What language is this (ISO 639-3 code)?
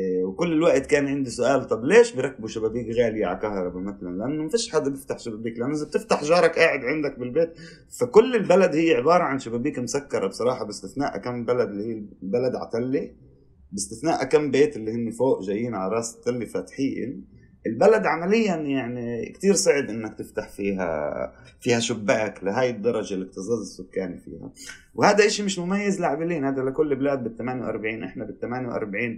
apc